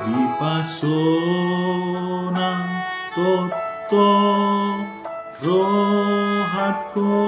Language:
Batak Toba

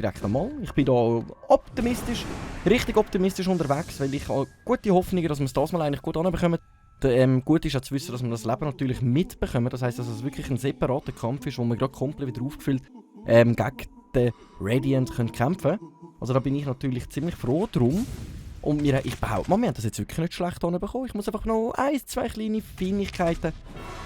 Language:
Swiss German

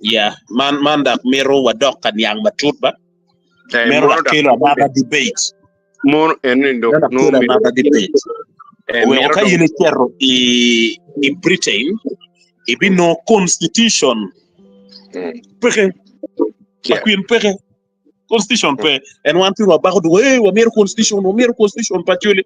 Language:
Acoli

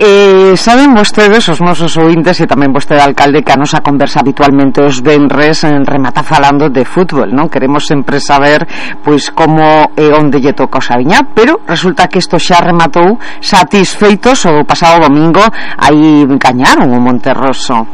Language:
Galician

